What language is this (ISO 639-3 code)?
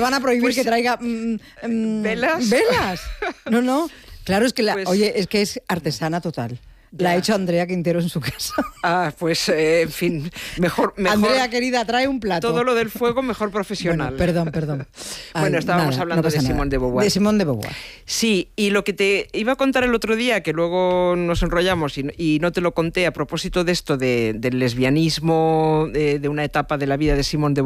spa